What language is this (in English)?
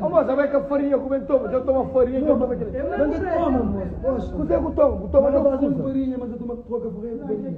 Kabuverdianu